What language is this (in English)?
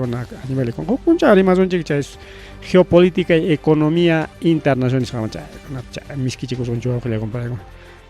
Ayacucho Quechua